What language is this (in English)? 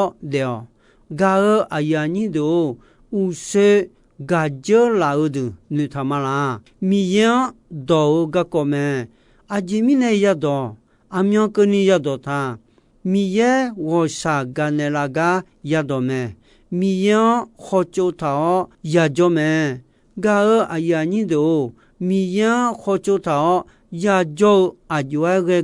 Akha